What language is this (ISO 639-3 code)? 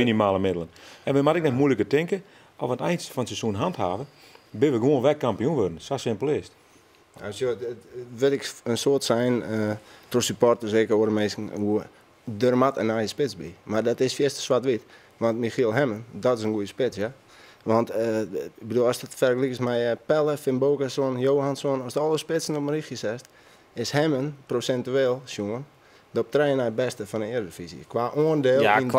fry